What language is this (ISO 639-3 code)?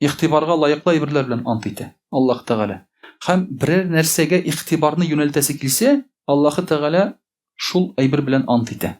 tat